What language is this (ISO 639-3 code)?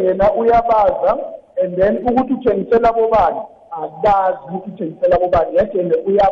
nbl